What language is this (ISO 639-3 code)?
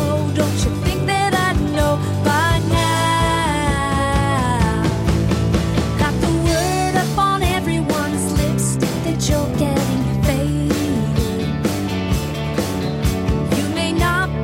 eng